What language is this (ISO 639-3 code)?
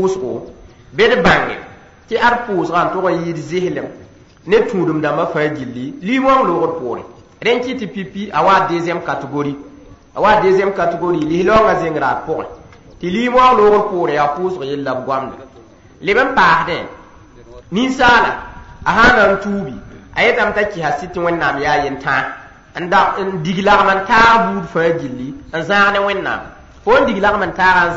mos